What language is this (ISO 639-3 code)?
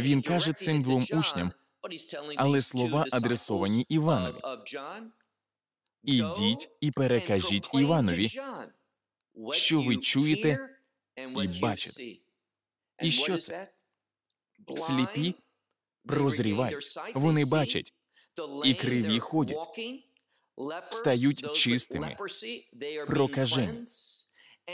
ukr